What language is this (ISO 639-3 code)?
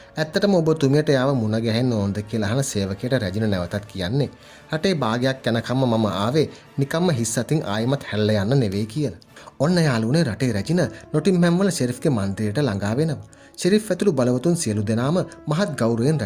sin